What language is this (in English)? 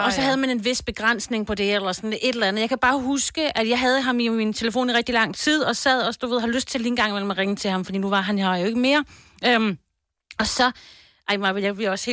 Danish